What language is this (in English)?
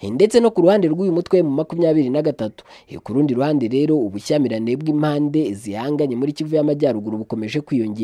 Kinyarwanda